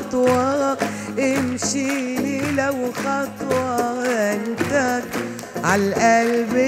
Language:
Egyptian Arabic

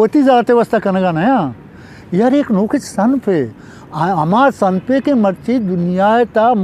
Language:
Eastern Balochi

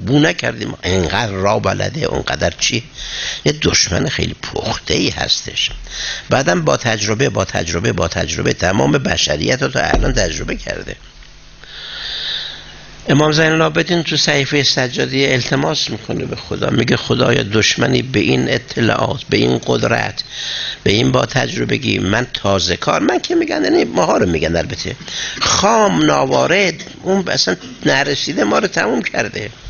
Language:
Persian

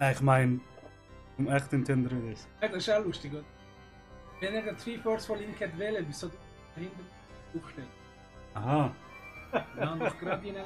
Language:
Swiss German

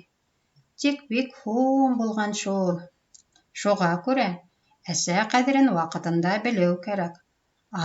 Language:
Bashkir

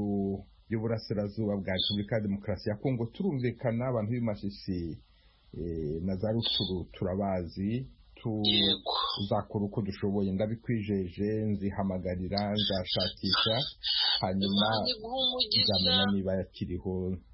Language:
Kinyarwanda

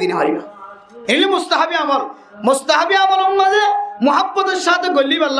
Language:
Rohingya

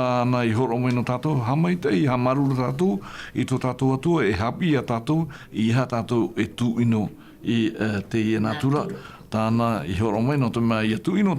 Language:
Tahitian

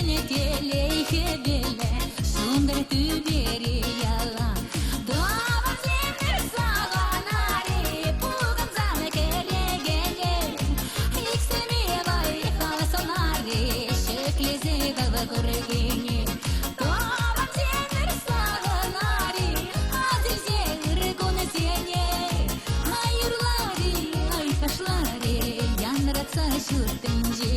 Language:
Chuvash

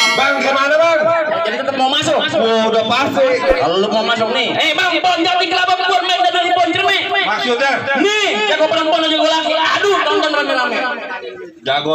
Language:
Betawi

